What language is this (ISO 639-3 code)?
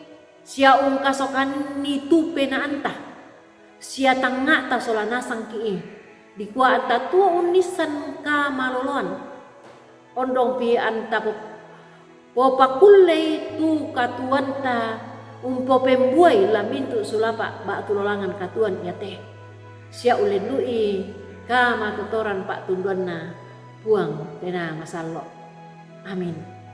sda